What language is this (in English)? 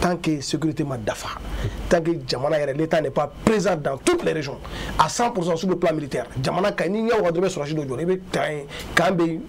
Bambara